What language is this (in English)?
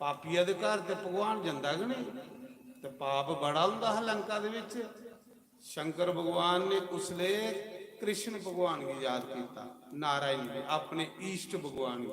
Dogri